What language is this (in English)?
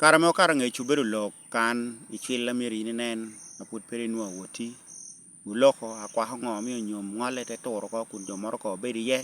Lango (Uganda)